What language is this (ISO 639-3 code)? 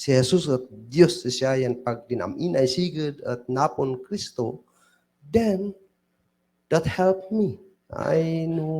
kne